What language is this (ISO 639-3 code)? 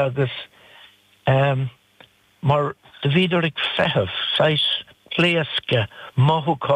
gle